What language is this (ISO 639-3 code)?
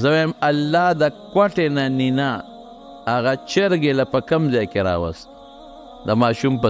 pus